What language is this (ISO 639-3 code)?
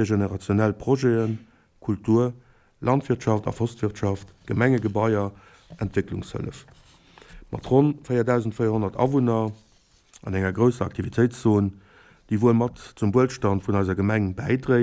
ltz